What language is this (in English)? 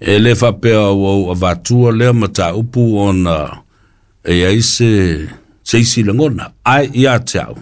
Samoan